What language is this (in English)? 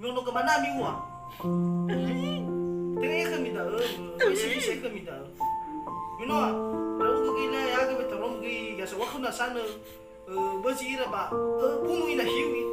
Nias